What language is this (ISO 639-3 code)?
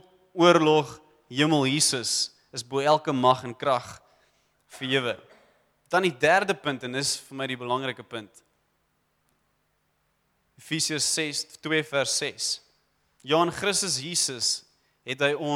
afr